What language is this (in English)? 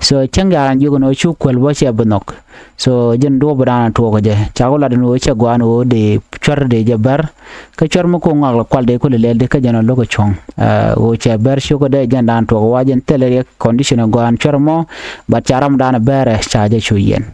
Nuer